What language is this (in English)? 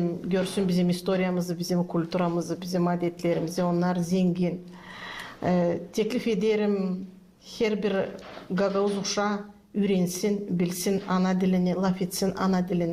Gagauz